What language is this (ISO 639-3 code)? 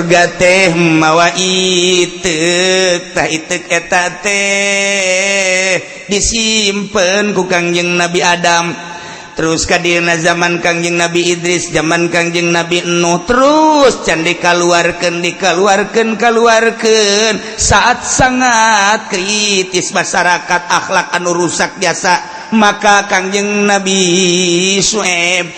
sun